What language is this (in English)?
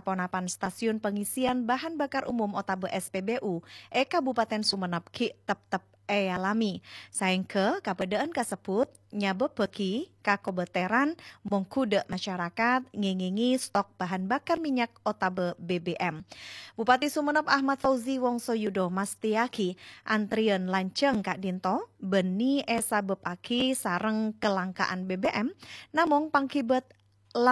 Madurese